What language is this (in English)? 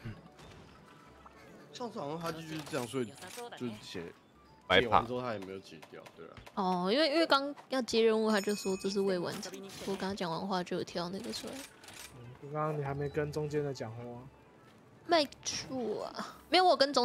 Chinese